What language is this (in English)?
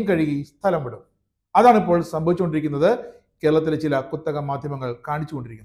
Malayalam